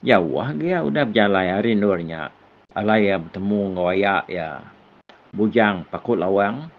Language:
Iban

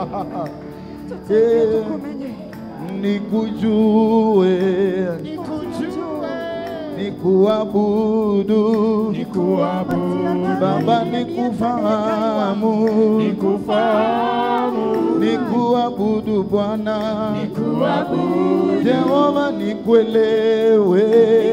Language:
Swahili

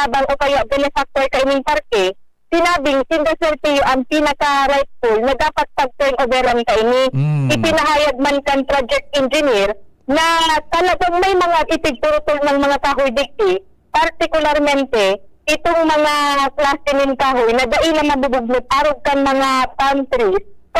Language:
Bikol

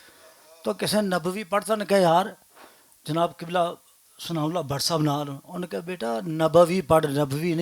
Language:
Western Panjabi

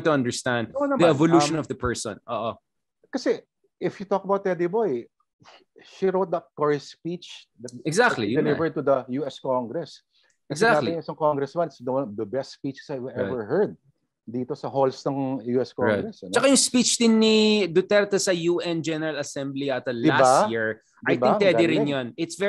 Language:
Filipino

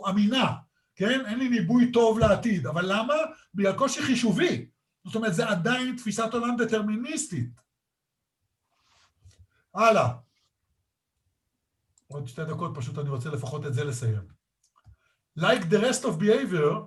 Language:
Hebrew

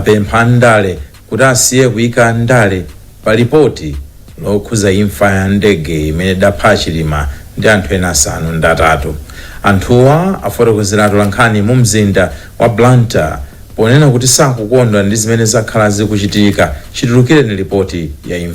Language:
Nyanja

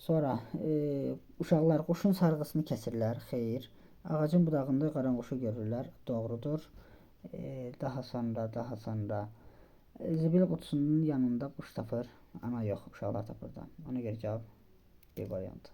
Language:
Azerbaijani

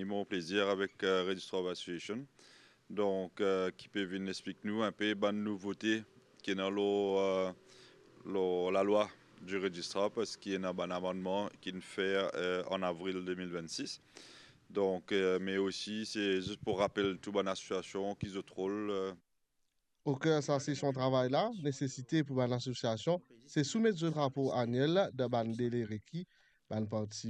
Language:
Morisyen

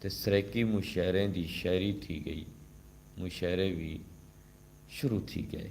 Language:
Saraiki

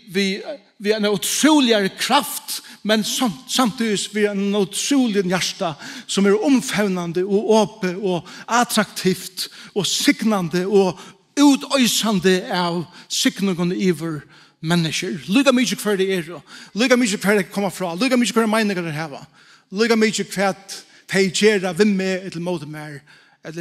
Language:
Faroese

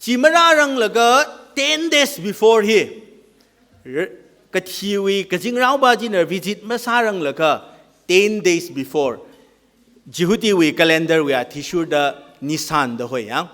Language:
Tangkhul Naga (India)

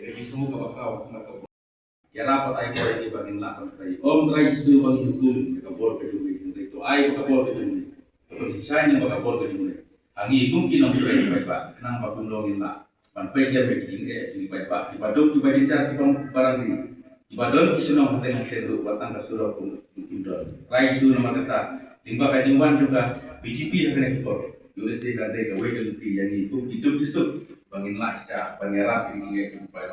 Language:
Khasi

